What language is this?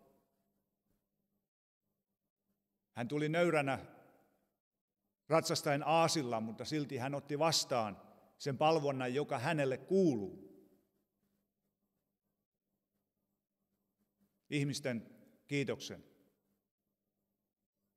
Finnish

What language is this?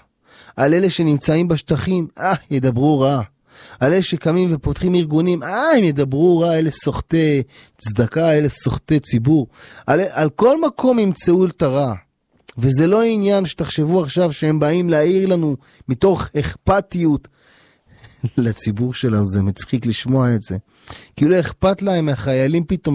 Hebrew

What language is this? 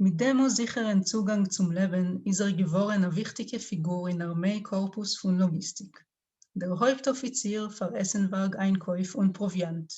Yiddish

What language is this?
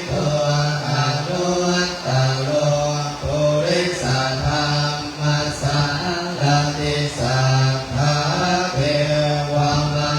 Pali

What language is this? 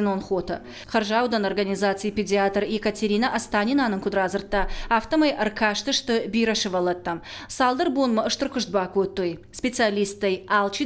Ossetic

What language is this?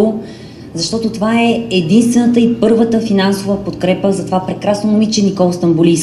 Bulgarian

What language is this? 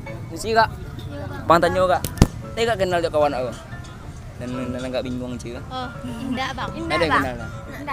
Minangkabau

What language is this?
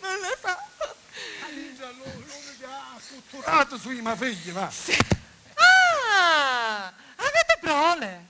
Sicilian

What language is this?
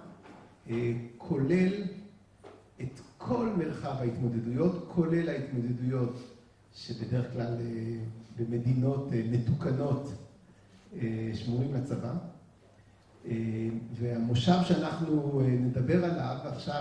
Hebrew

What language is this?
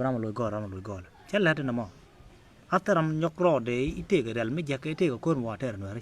Nuer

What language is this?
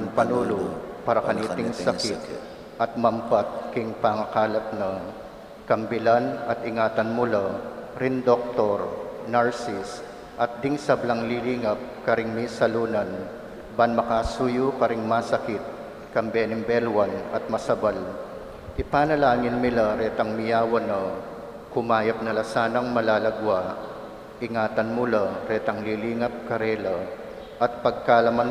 Pampanga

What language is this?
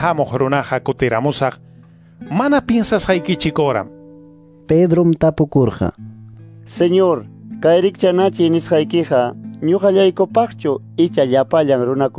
Quechua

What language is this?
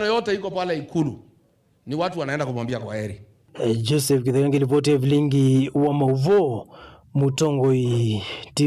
Kamba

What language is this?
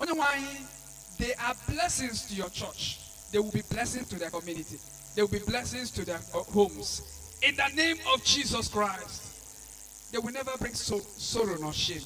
Igbo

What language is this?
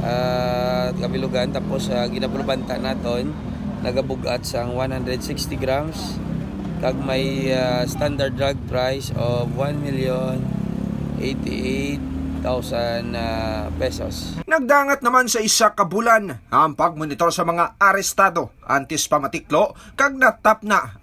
Hiligaynon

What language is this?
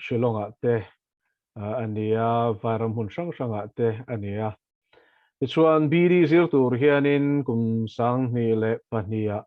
Mizo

